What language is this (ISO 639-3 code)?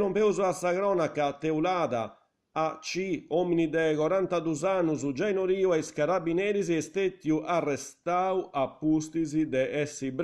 srd